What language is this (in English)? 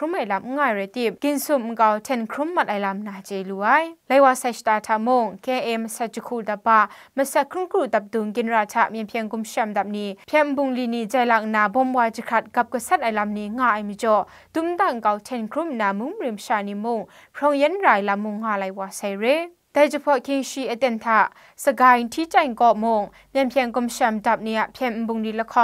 Kachin